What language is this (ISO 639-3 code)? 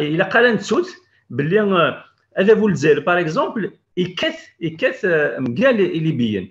kab